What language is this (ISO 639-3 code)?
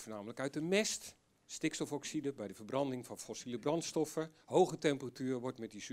nld